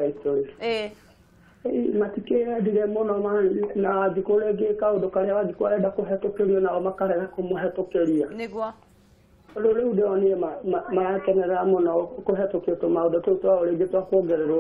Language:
Kikuyu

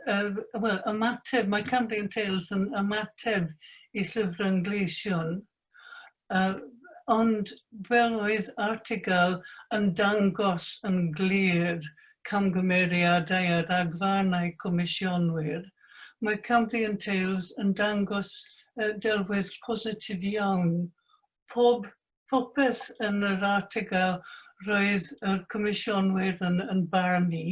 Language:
Welsh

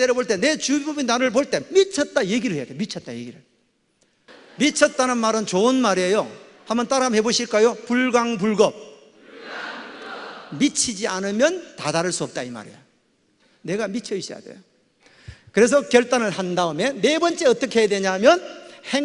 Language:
Korean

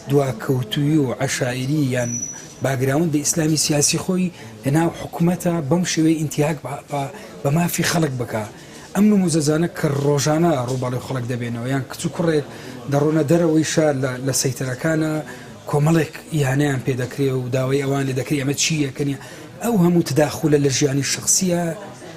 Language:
Central Kurdish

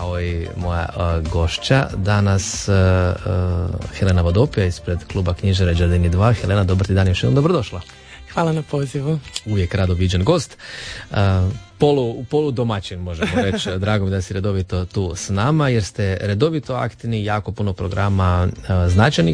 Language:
Croatian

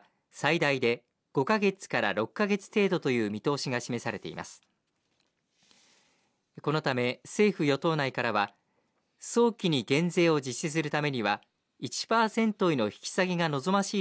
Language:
Japanese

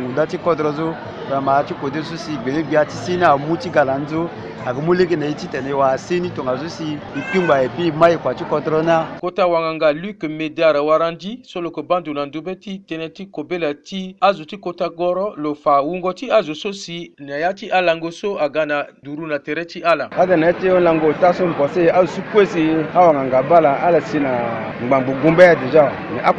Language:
Sango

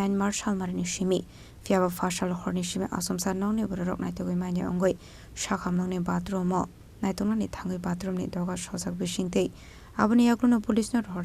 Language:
Kok Borok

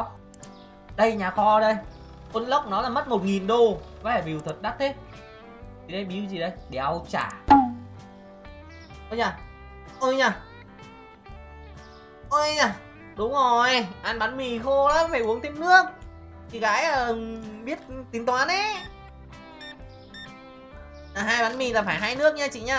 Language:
Vietnamese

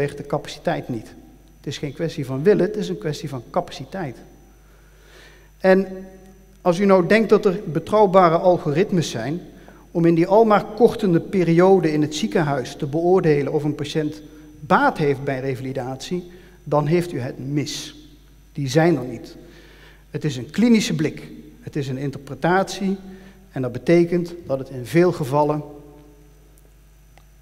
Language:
Dutch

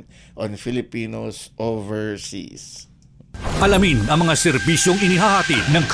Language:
Filipino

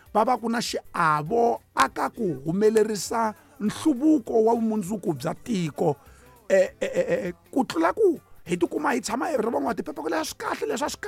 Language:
Tsonga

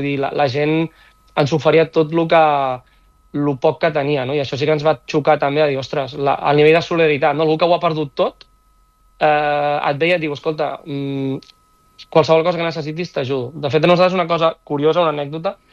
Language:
Catalan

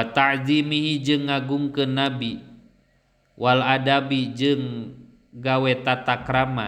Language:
Sundanese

